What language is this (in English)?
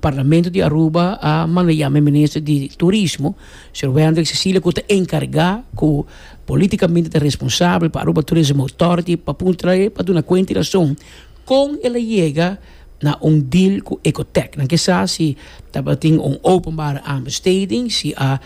Papiamento